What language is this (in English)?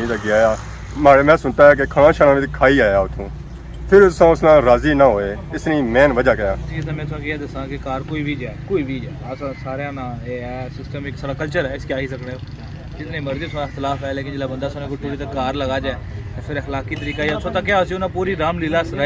Pahari-Potwari